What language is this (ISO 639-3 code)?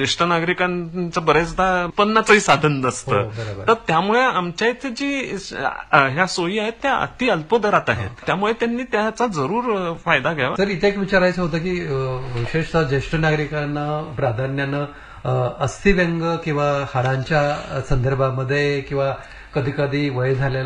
mar